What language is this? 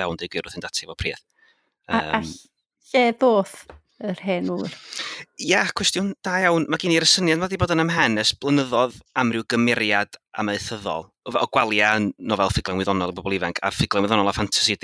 Welsh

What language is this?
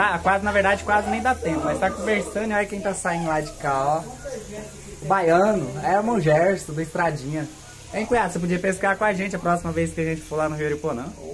Portuguese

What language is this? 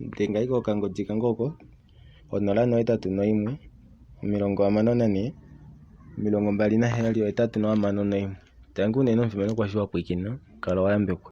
Kuanyama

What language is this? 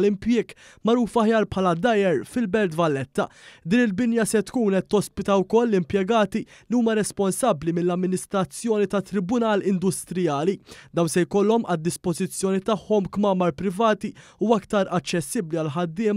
Maltese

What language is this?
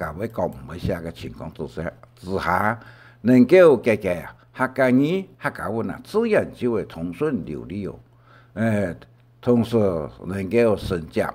Hakka Chinese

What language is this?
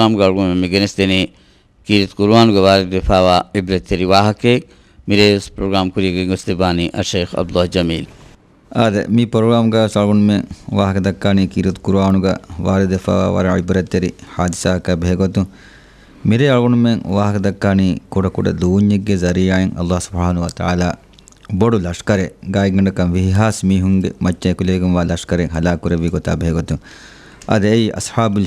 Divehi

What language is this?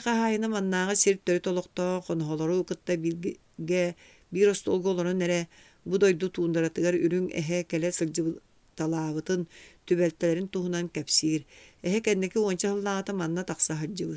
Yakut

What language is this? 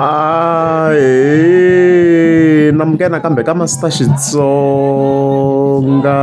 Tsonga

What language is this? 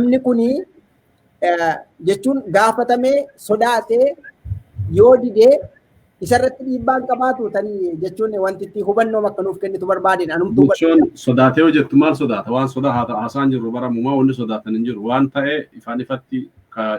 Oromo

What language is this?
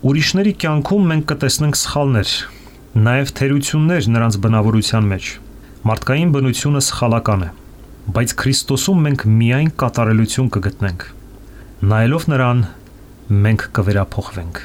Armenian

